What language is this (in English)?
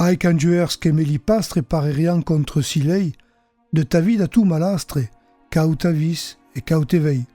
Occitan